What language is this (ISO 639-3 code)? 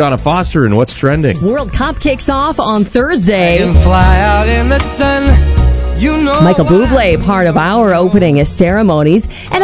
eng